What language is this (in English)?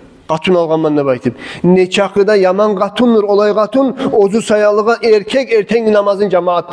Kumyk